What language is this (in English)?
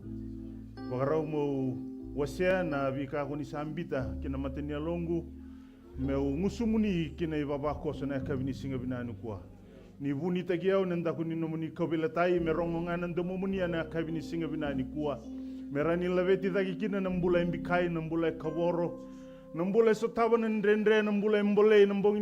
Fijian